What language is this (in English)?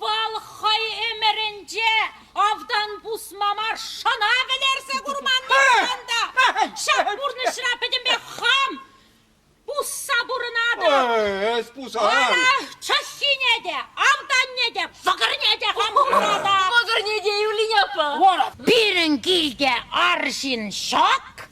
Chuvash